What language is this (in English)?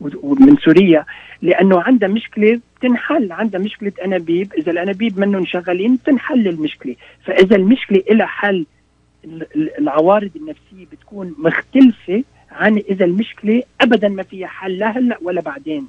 North Levantine Arabic